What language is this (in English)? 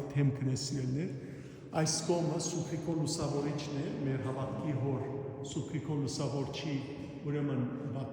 Western Armenian